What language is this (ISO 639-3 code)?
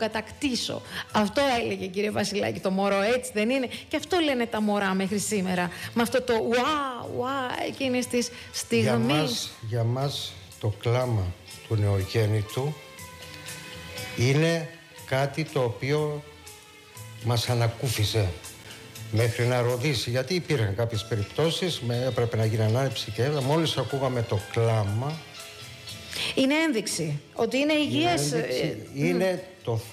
ell